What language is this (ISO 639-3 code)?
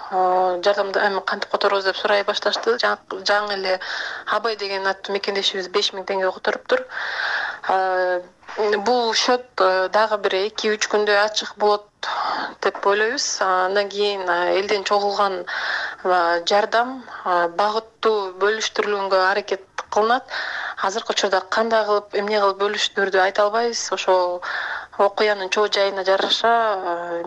kir